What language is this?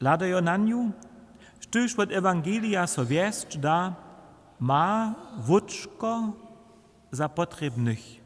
Upper Sorbian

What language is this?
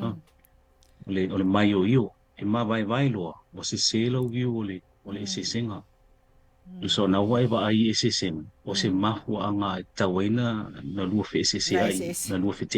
Samoan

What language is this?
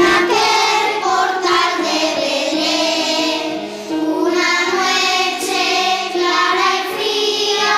Asturian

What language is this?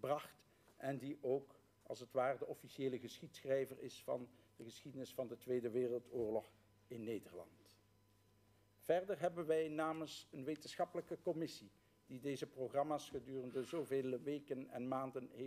Dutch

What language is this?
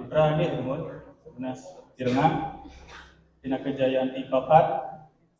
Balinese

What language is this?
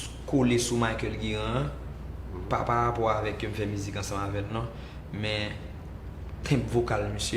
Haitian Creole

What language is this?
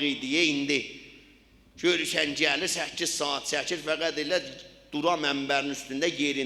South Azerbaijani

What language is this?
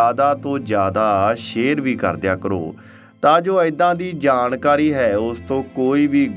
Punjabi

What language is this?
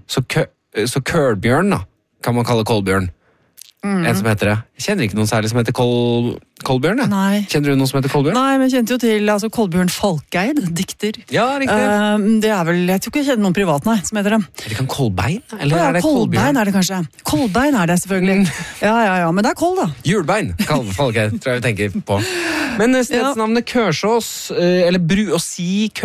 Norwegian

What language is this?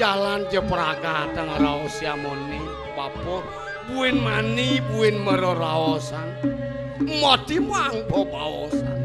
Balinese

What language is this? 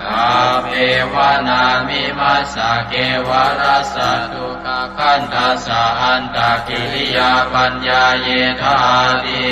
Pali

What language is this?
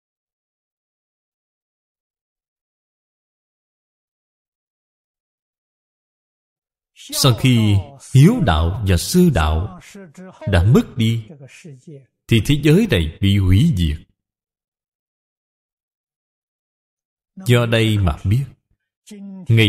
Vietnamese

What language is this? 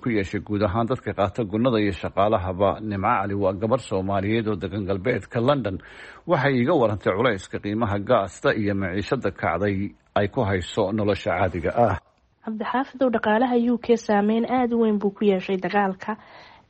Somali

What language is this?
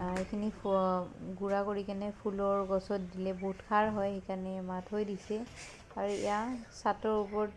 Assamese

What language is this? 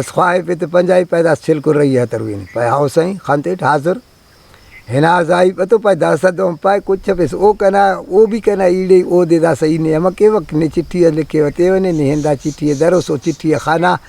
Brahui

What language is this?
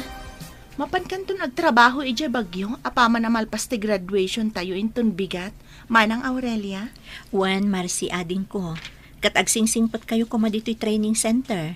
Iloko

